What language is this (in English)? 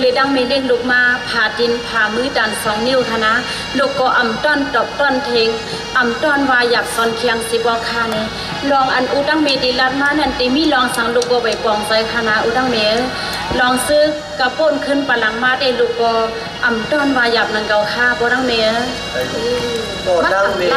Shan